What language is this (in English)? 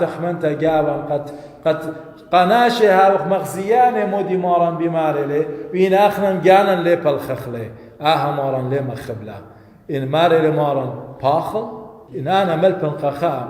Assyrian Neo-Aramaic